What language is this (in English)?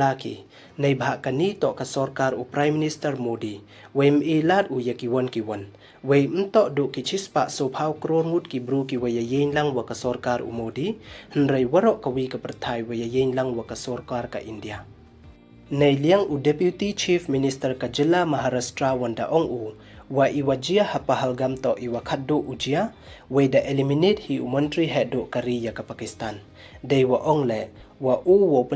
Pnar